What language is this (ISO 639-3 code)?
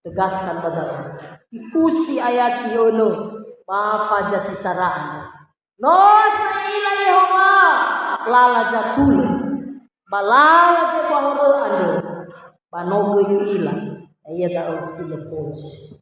nia